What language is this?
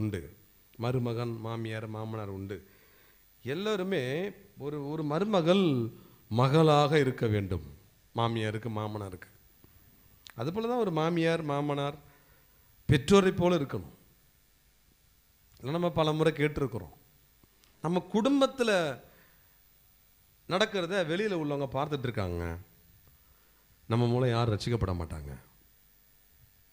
Tamil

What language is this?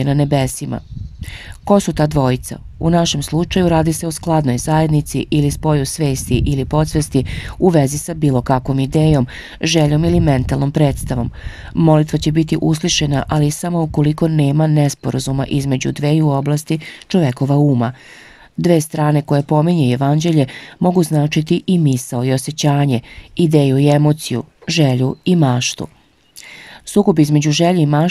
Serbian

